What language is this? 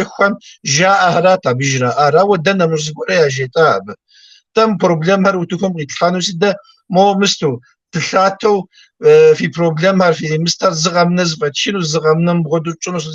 Kabardian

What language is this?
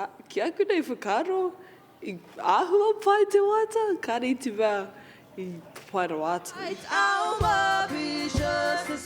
Māori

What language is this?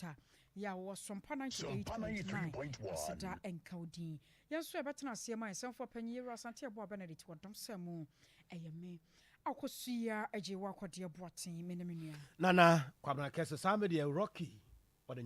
Akan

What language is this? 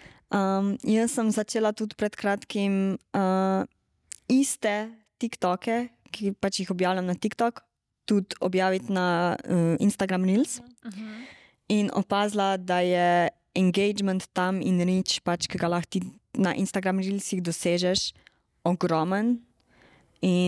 Slovenian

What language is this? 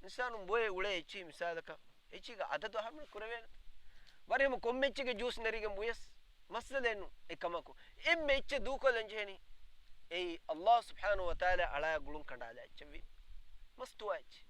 Divehi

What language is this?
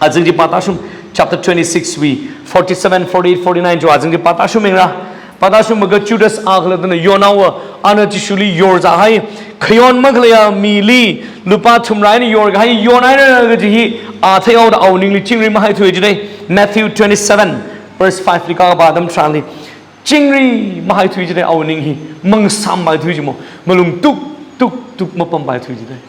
Tangkhul Naga (India)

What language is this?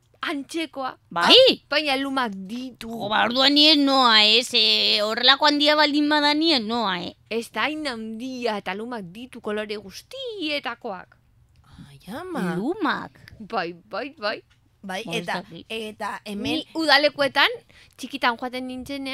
Basque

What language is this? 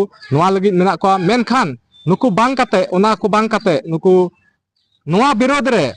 Santali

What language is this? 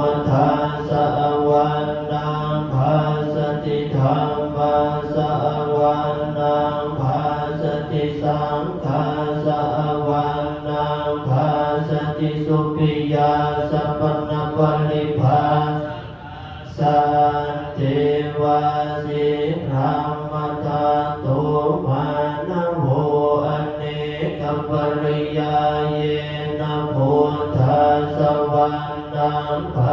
Pali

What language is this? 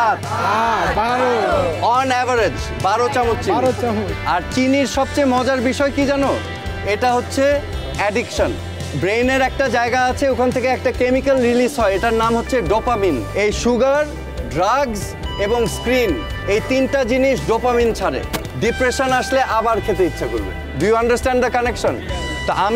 Bangla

